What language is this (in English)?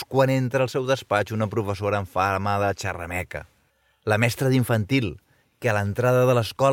Catalan